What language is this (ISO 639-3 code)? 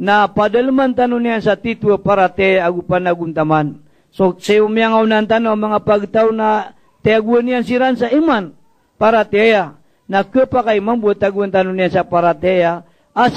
mrw